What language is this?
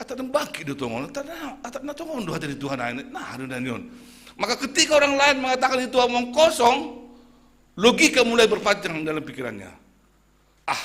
Batak Simalungun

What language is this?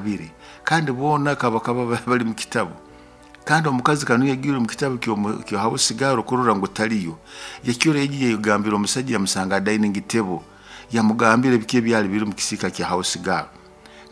Nyoro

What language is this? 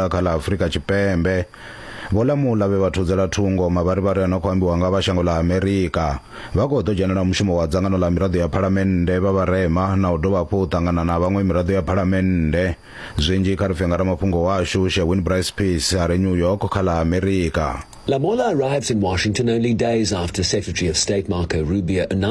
Venda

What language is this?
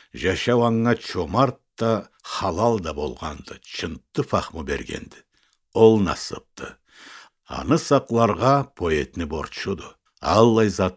Karachay-Balkar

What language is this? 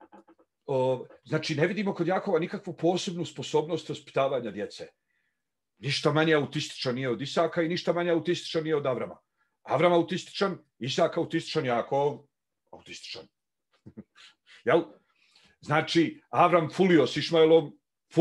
Bosnian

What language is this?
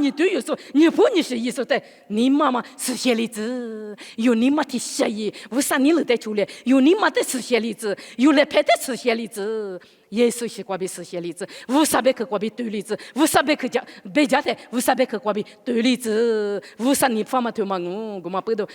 Lisu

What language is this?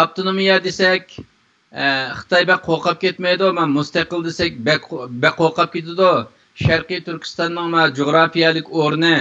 Uyghur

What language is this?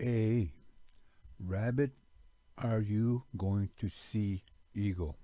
Ojibwa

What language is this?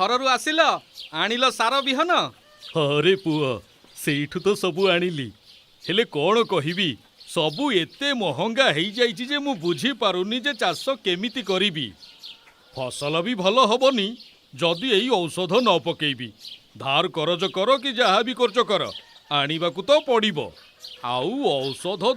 Odia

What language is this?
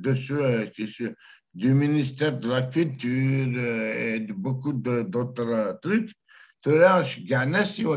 Kabyle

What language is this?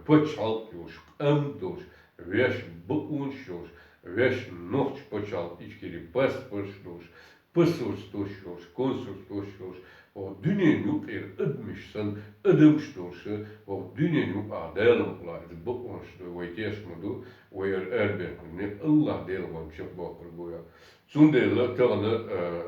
Chechen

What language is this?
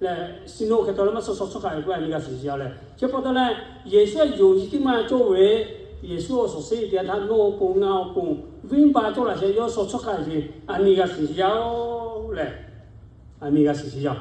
Lahu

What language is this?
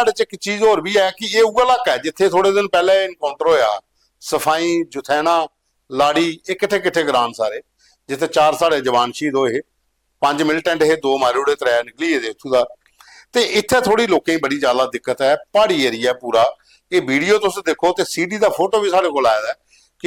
Dogri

